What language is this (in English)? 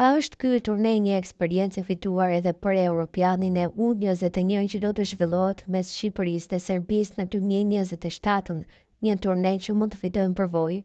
Albanian